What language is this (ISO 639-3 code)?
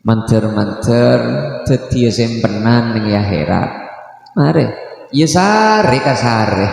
mad